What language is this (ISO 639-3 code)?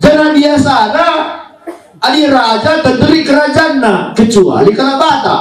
btx